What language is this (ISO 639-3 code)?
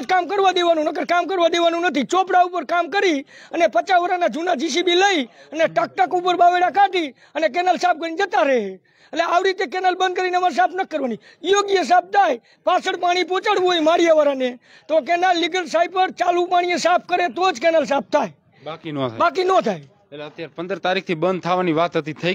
guj